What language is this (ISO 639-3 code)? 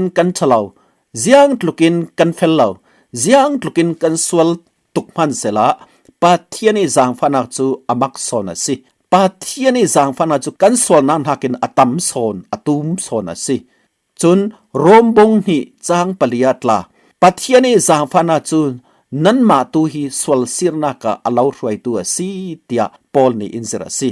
cfm